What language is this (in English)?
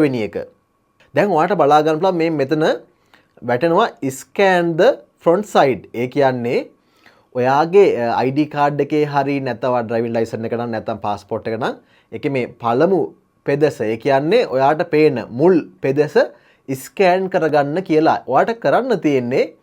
Sinhala